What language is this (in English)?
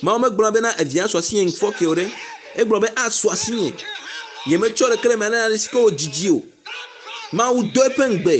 Ewe